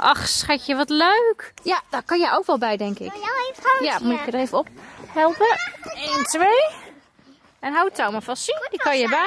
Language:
Dutch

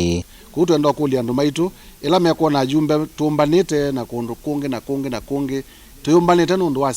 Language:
Kamba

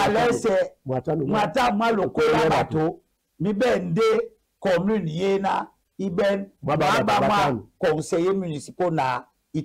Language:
Duala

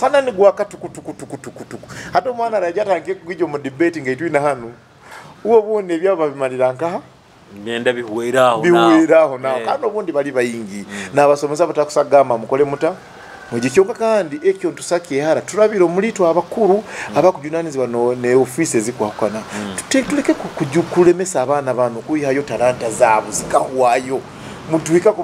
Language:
Nyoro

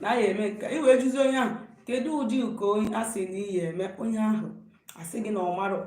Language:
Igbo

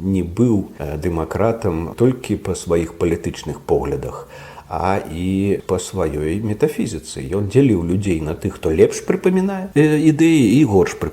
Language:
Belarusian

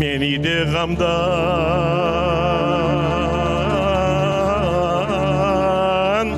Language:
Crimean Tatar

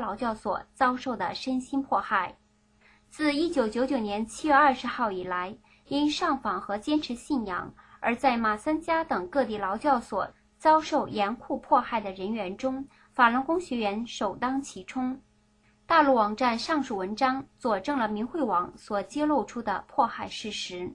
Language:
Chinese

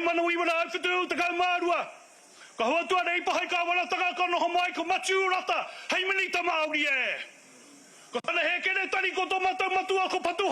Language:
Māori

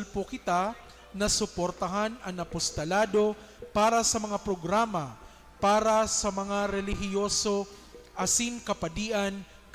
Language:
Bikol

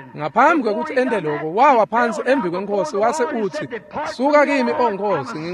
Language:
Swati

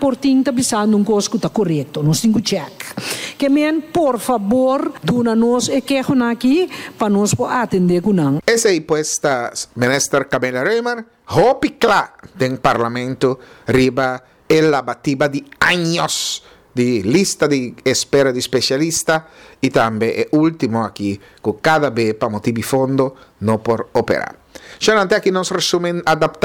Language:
Papiamento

